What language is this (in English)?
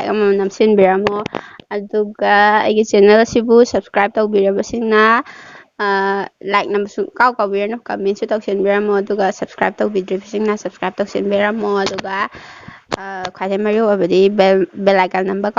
Manipuri